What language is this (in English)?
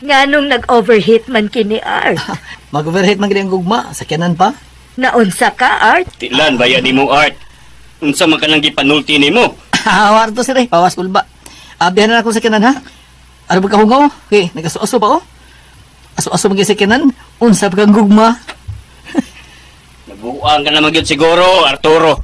Cebuano